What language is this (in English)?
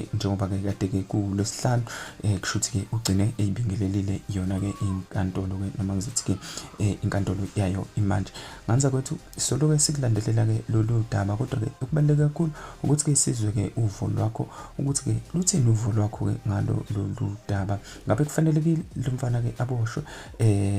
Zulu